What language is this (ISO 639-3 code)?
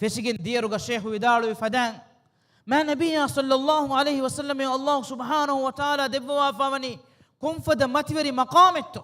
div